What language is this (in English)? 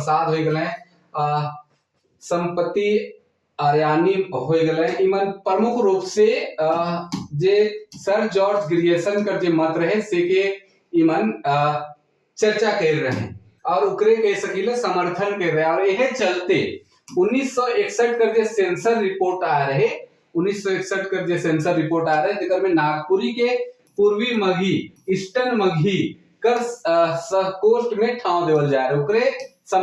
Sadri